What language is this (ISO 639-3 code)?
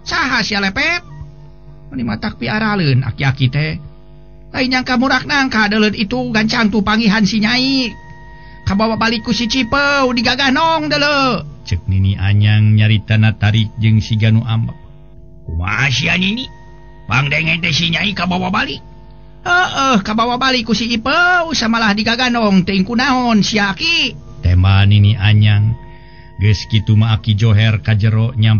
sun